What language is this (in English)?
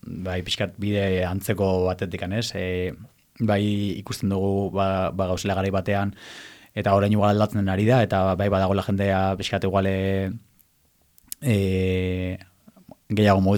Basque